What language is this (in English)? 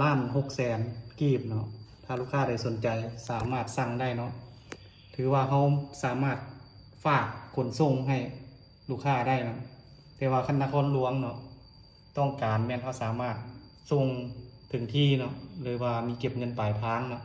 Lao